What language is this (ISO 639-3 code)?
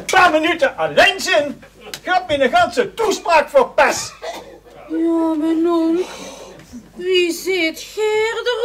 lim